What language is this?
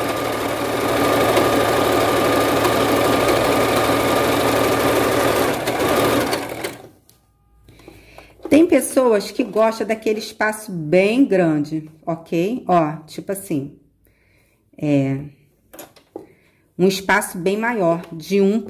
Portuguese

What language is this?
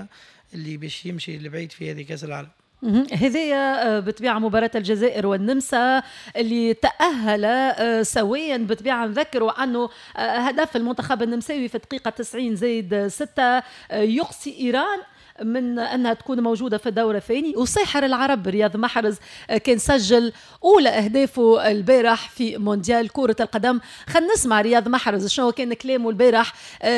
Tunisian Arabic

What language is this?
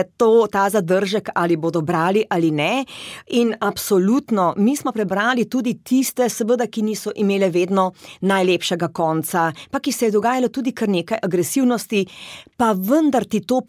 Slovenian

